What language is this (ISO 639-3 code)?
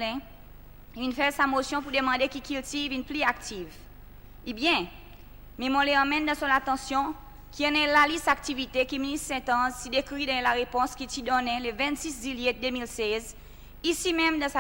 crs